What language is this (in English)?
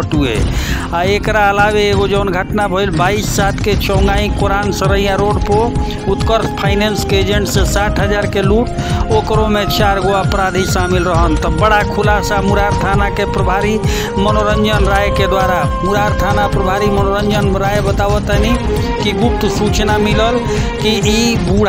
Bhojpuri